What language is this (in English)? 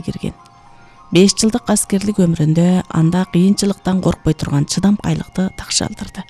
Kyrgyz